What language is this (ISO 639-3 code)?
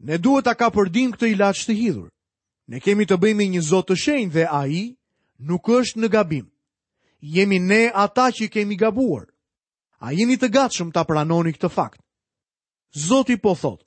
sqi